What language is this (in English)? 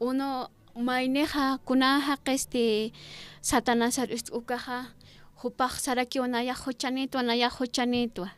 Aymara